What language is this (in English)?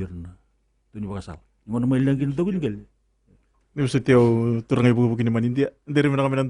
Fijian